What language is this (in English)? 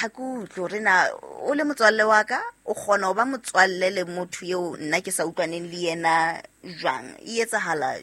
Southern Sotho